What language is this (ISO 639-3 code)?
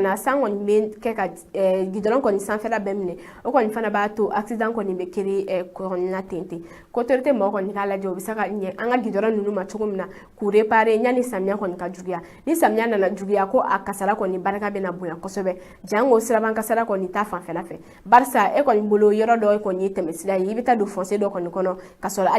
bam